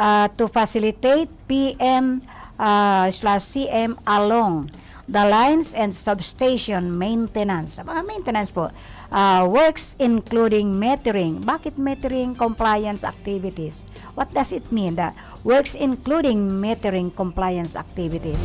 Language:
Bikol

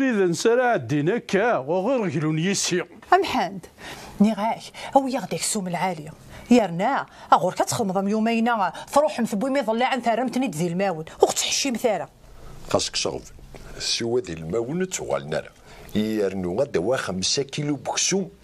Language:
Kabyle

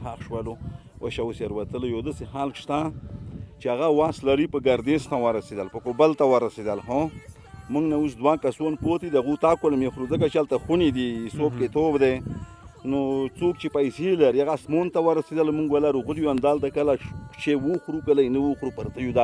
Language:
Pashto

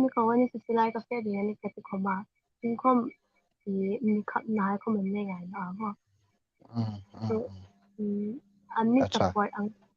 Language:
Hmar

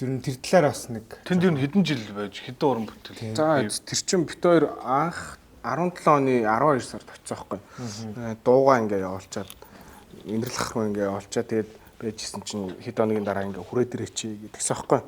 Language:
Mongolian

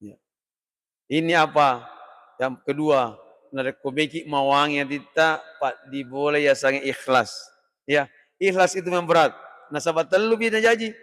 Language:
Buginese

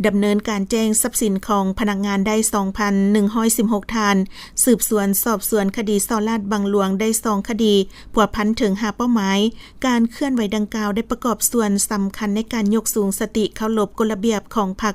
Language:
Lao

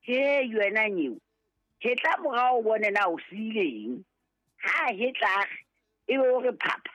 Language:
Southern Sotho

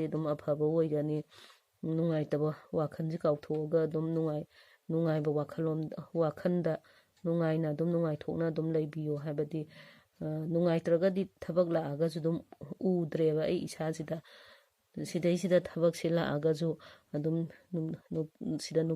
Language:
Manipuri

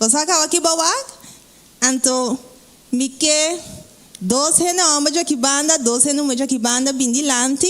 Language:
Papiamento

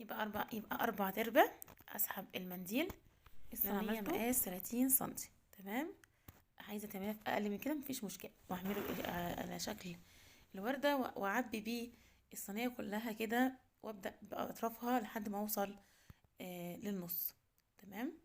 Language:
Egyptian Arabic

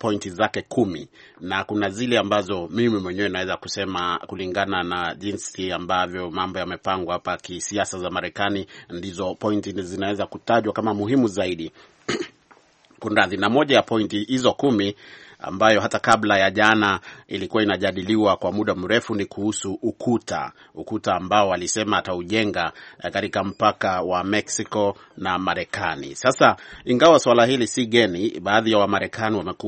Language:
Swahili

